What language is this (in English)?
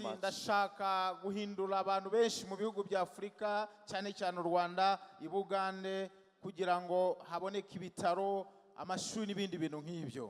Kinyarwanda